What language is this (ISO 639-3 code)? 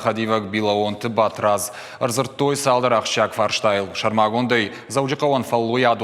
oss